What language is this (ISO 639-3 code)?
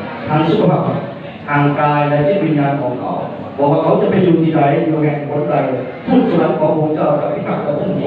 lao